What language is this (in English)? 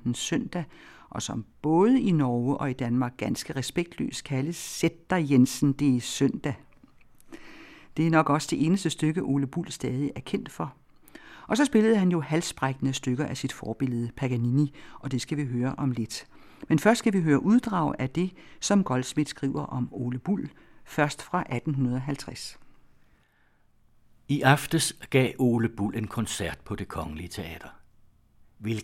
Danish